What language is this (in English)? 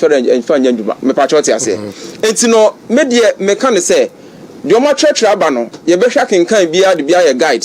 Akan